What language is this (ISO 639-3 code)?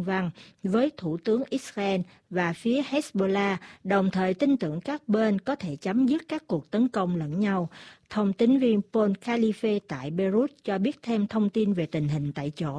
vie